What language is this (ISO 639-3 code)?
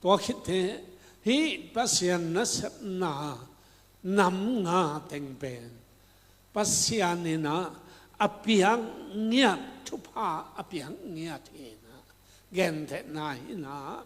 ctd